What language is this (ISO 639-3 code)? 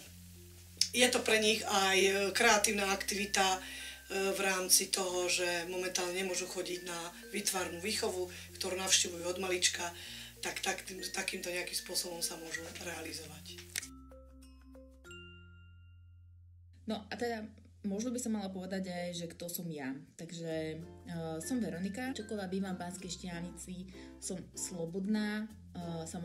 slk